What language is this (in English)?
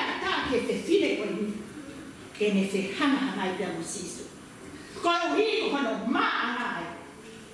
Tongan